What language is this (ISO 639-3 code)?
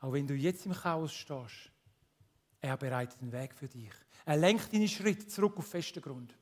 gsw